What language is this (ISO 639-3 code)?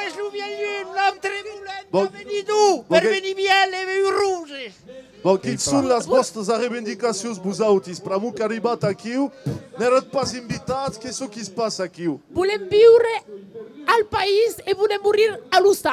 oci